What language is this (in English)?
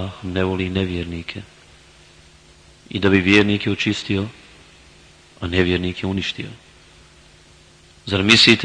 Bosnian